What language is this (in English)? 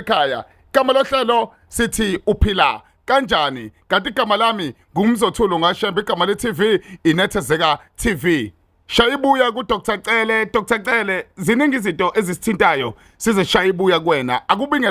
Zulu